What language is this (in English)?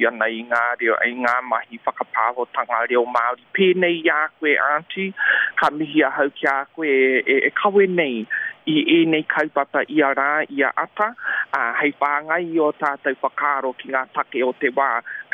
Māori